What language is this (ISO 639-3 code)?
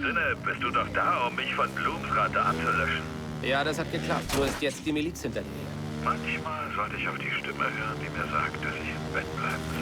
bar